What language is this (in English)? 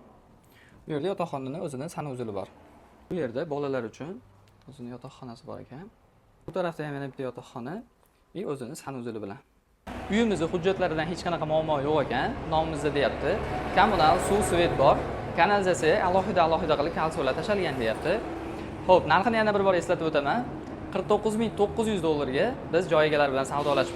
Uzbek